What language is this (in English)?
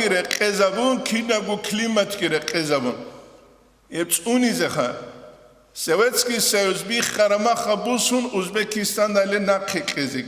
Avaric